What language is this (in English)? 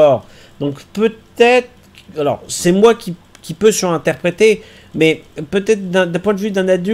French